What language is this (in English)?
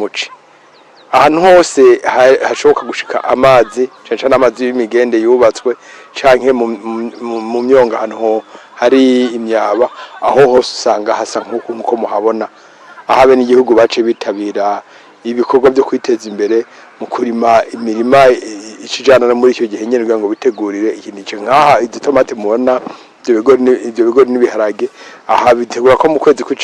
Rundi